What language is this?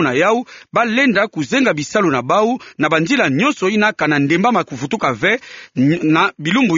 Kituba (Democratic Republic of Congo)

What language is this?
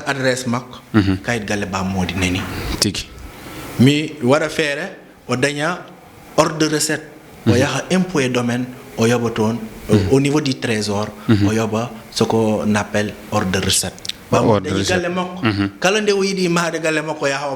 Fula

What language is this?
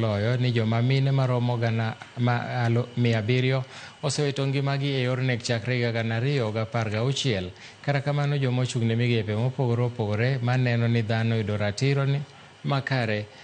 Luo (Kenya and Tanzania)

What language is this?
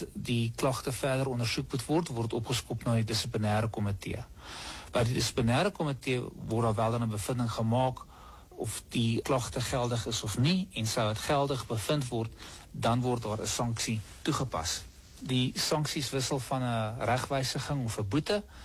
Afrikaans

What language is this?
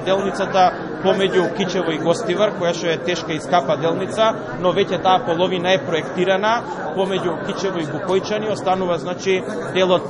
Macedonian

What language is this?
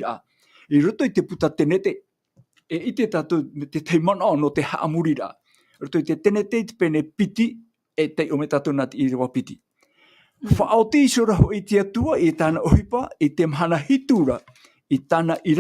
Tahitian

